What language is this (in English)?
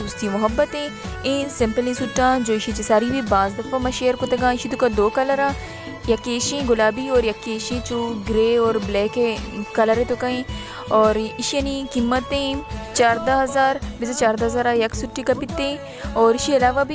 Baluchi